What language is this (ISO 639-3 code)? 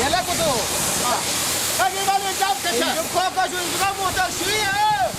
fas